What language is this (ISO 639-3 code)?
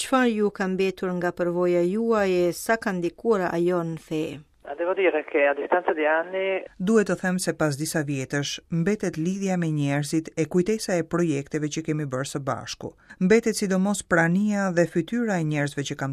sqi